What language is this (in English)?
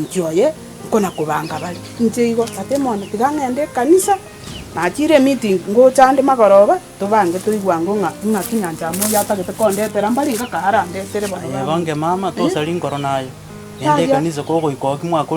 Gusii